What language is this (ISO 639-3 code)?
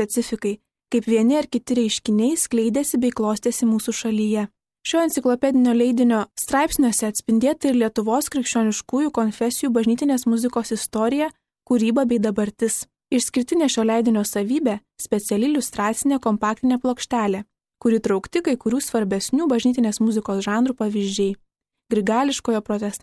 lit